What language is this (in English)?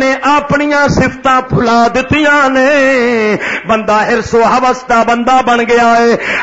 Western Panjabi